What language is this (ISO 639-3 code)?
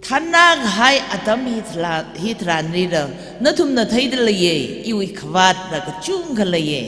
nmf